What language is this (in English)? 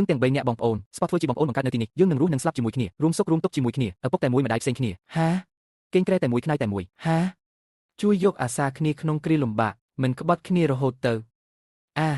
Khmer